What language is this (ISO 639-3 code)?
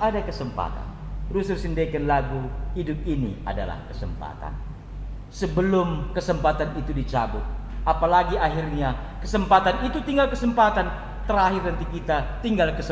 btx